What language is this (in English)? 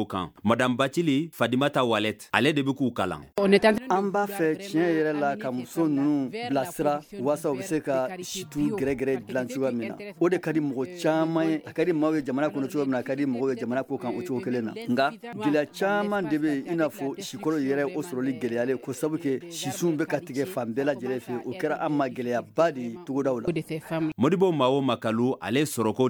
Bambara